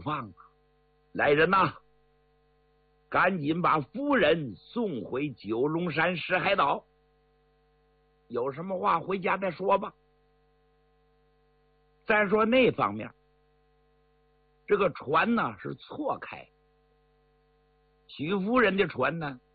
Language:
Chinese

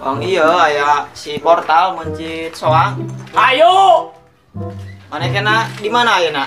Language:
Sundanese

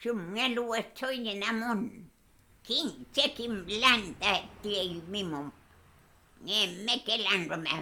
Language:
Mapuche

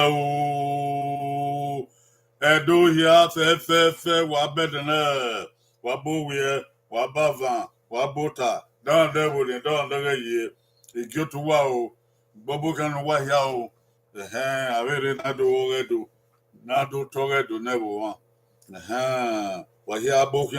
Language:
Bini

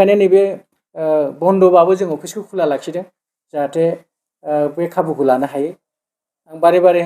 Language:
Bodo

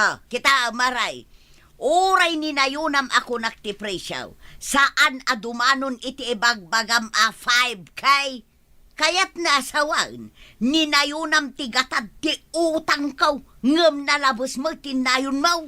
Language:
Iloko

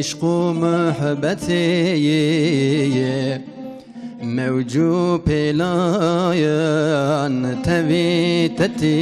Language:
Kurdish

